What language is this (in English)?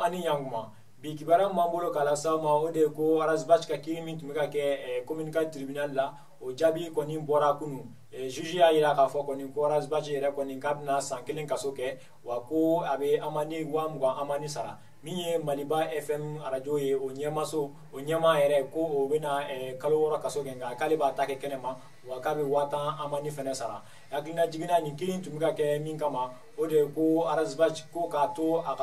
Bambara